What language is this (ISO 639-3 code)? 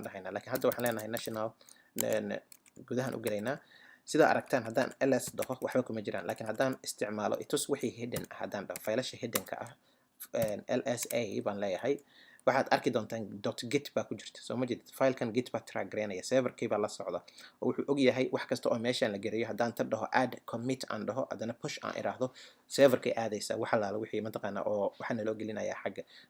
som